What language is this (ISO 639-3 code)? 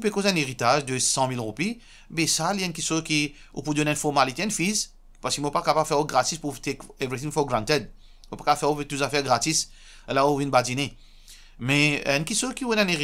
mfe